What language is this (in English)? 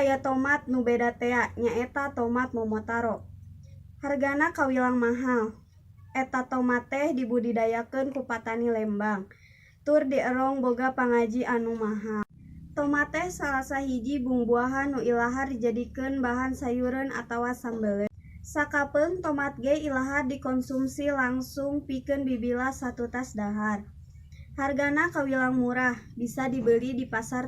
Sundanese